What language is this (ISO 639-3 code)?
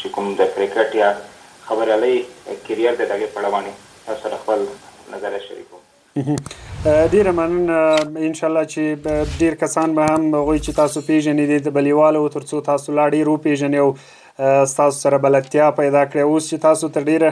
pus